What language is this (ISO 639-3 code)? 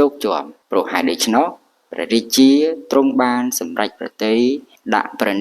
khm